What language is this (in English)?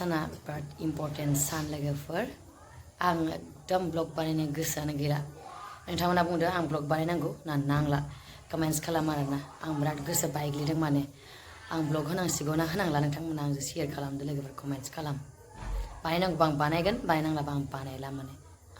Bodo